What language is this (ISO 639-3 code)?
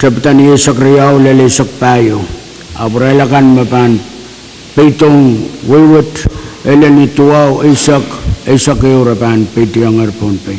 pon